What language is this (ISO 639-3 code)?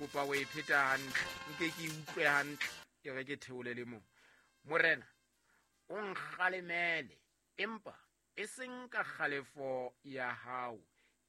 sot